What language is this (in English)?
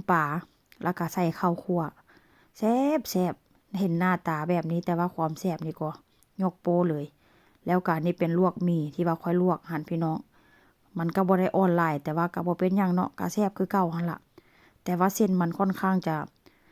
Northeastern Thai